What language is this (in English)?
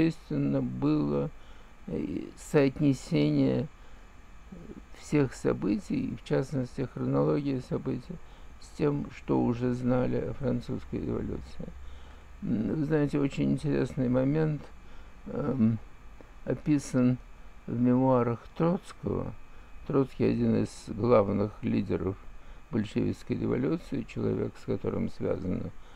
Russian